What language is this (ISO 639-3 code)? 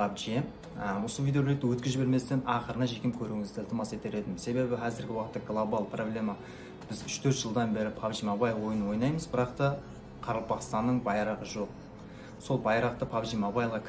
kaa